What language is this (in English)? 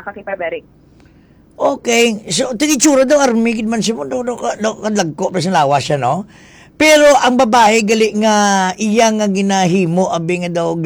Hiligaynon